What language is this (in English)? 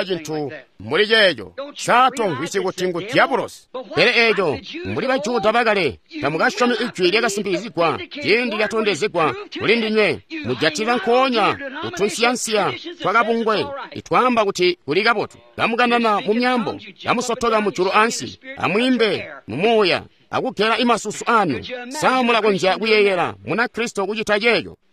Tonga (Zambia)